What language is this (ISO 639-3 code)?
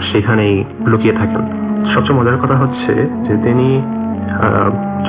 ben